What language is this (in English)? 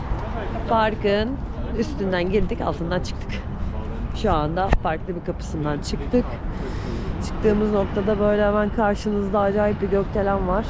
Turkish